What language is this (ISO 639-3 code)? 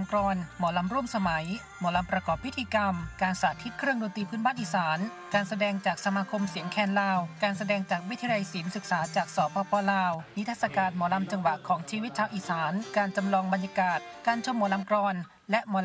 tha